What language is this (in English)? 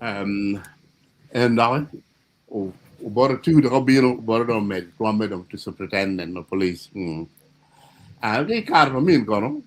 Acoli